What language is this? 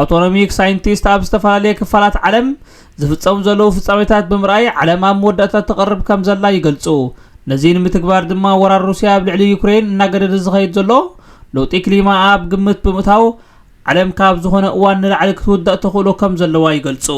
Tigrinya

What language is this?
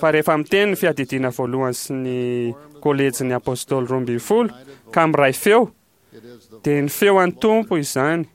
Malagasy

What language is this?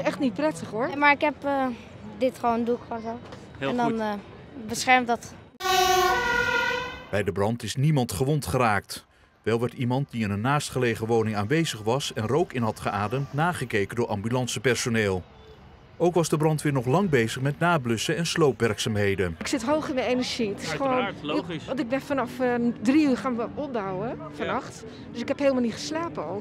Dutch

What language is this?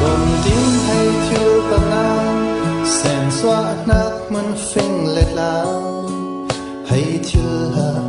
Falam Chin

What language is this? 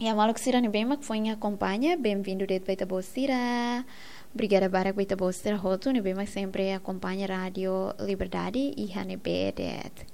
Tetum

